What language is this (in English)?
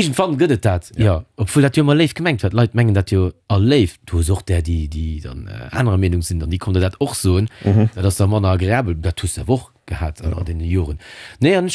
Luxembourgish